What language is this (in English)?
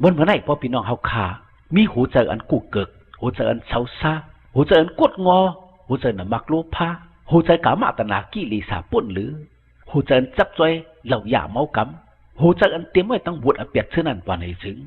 Shan